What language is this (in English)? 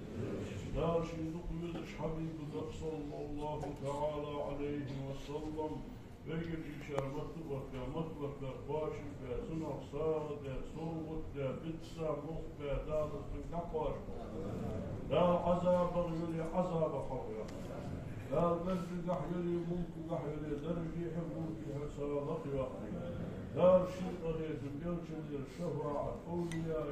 Ingush